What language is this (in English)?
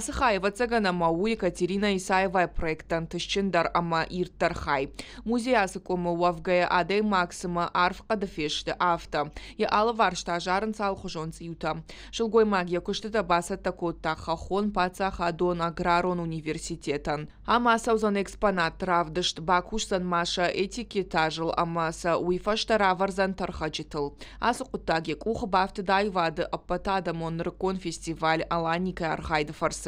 Ossetic